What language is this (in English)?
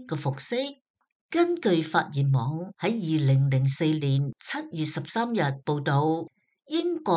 Cantonese